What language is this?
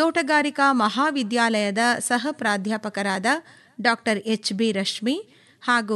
Kannada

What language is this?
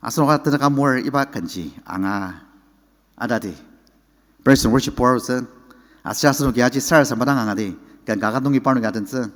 Ao Naga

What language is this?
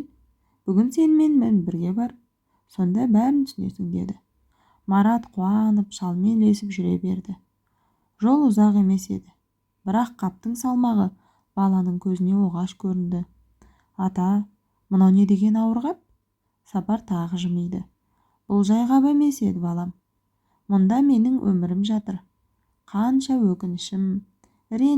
Kazakh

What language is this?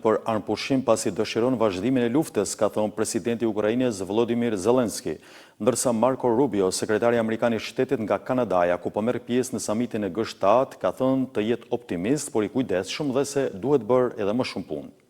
Albanian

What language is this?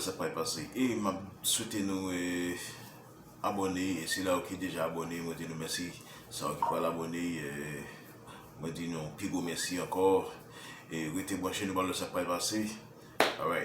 Haitian Creole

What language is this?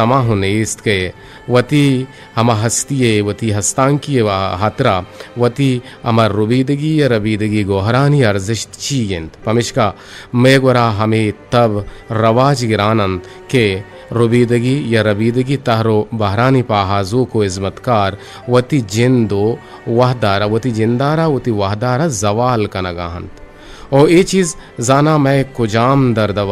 Eastern Balochi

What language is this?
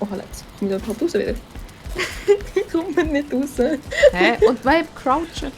Swiss German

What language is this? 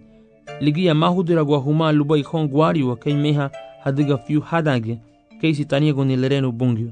Garifuna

